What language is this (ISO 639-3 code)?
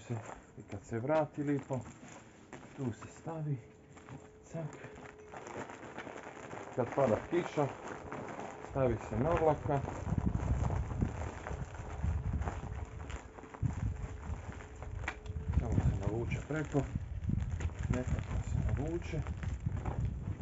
hrv